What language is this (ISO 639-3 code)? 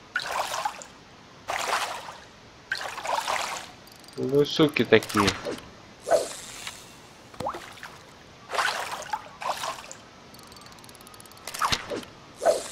rus